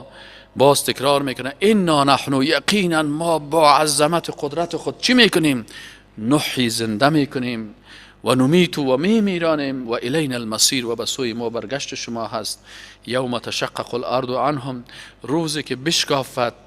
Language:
Persian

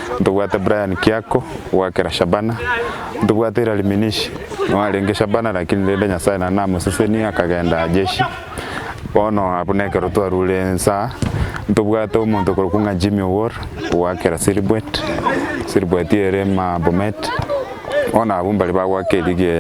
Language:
Gusii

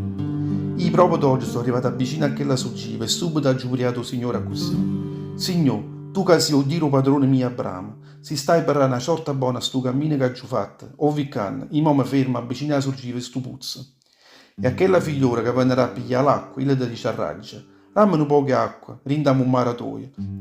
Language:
Neapolitan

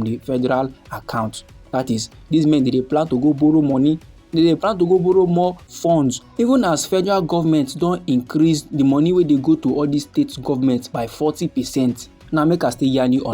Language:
Nigerian Pidgin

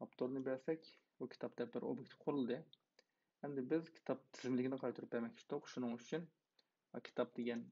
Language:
Uyghur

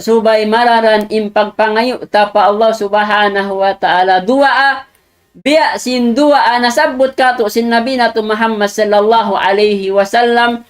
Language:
Tausug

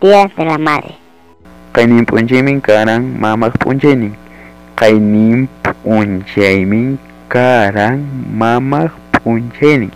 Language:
Ayacucho Quechua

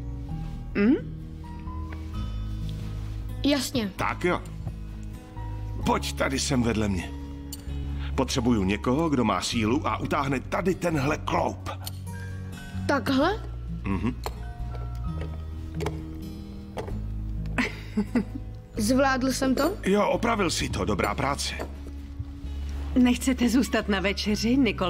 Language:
Czech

